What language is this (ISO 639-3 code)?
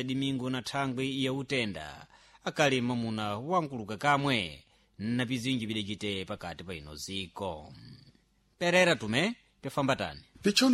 seh